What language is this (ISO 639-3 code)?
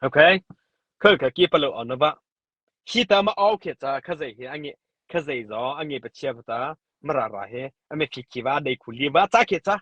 mrh